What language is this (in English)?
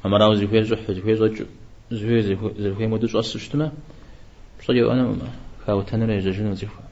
Kabardian